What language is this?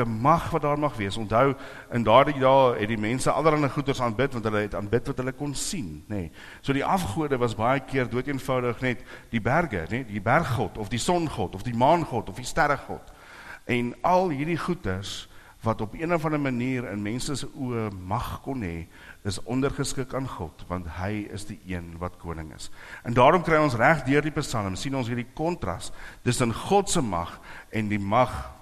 Afrikaans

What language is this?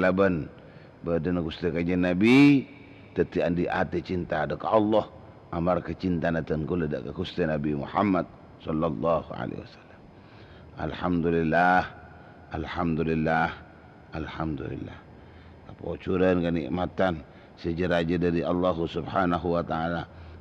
Madurese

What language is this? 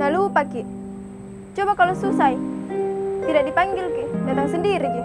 Makassar Malay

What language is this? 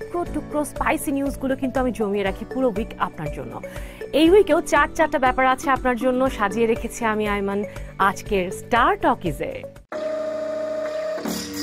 Bangla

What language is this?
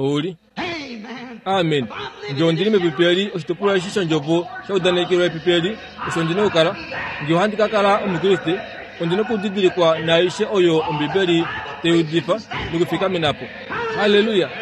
Kuanyama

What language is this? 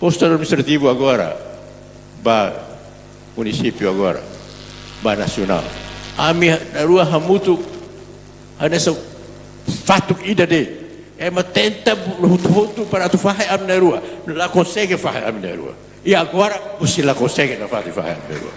Tetum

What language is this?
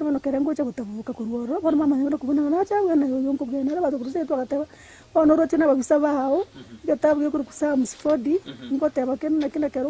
Gusii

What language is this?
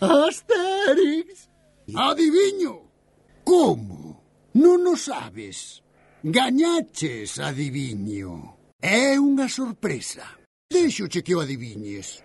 Galician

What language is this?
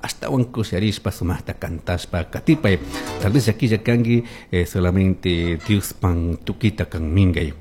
Chimborazo Highland Quichua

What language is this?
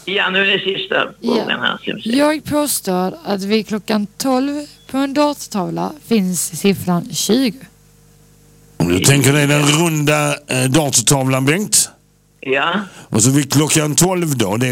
Swedish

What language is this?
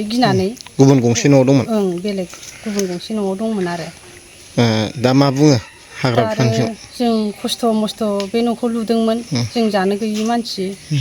Bodo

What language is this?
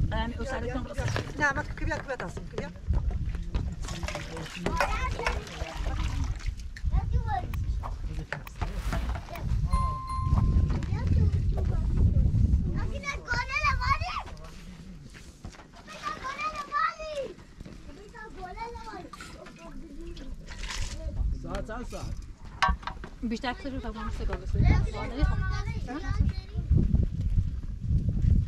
Persian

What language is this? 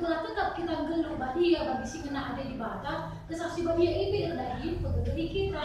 Batak Karo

